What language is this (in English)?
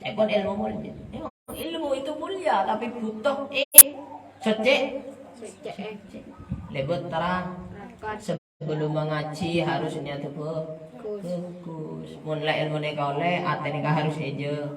Madurese